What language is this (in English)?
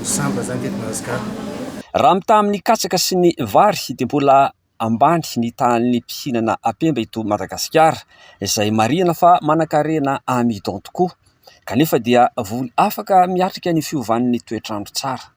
Malagasy